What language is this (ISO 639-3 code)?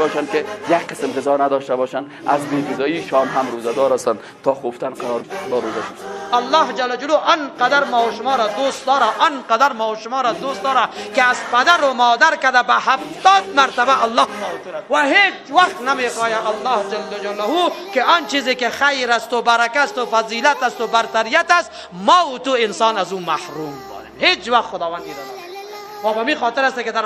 fas